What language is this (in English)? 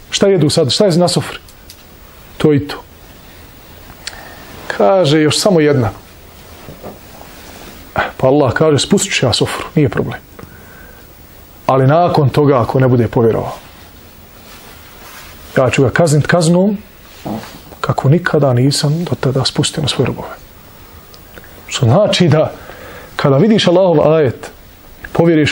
Bosnian